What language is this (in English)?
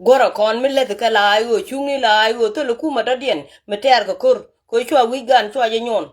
Nuer